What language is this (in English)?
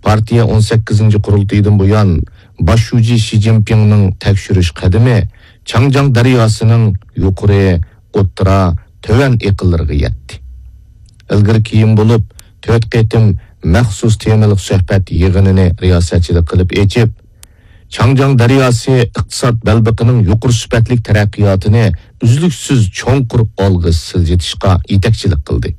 Uyghur